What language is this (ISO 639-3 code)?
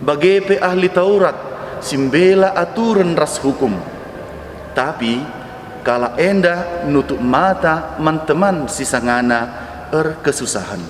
btx